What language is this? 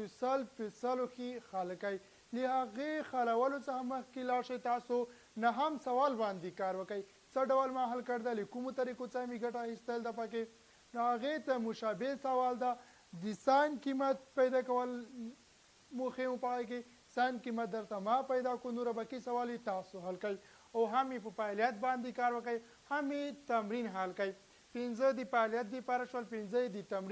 Pashto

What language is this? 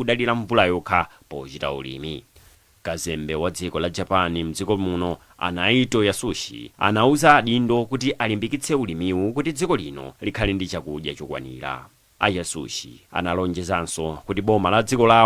Nyanja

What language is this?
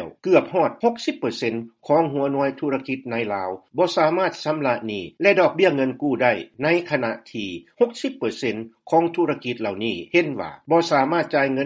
Lao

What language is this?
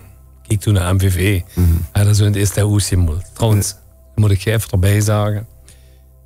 Limburgish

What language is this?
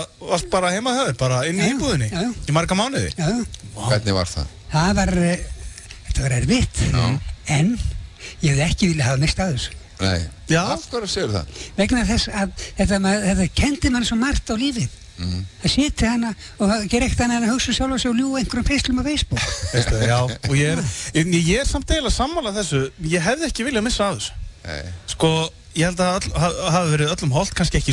Icelandic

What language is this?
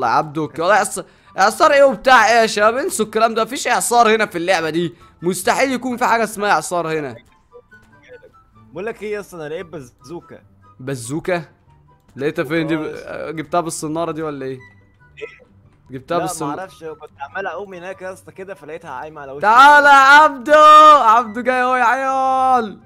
Egyptian Arabic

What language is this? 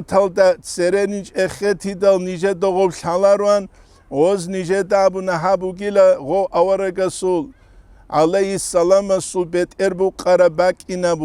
Avaric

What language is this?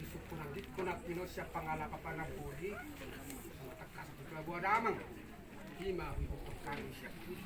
Batak Toba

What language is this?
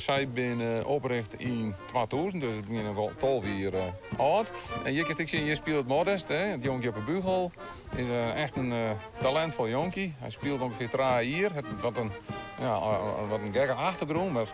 Western Frisian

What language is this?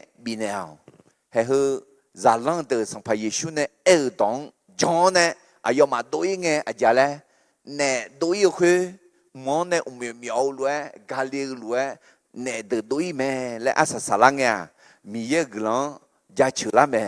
Akha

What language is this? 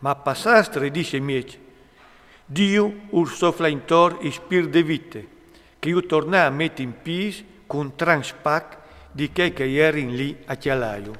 Friulian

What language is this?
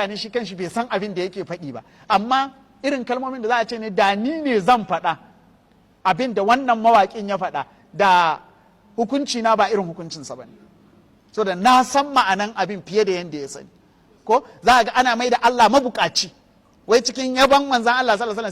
Hausa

